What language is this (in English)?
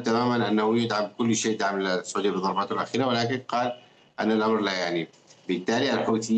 Arabic